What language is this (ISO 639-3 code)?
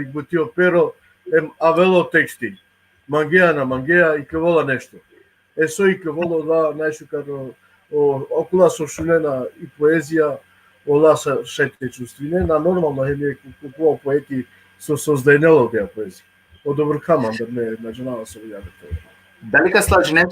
rmn